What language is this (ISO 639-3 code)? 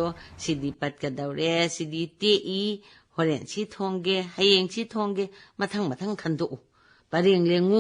mni